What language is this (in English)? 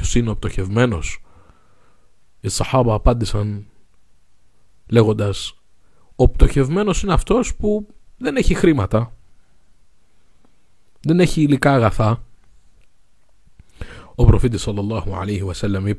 Greek